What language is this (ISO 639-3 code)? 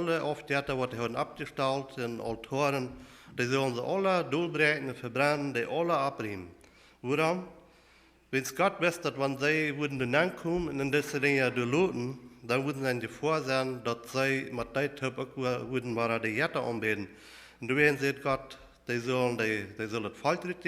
pdt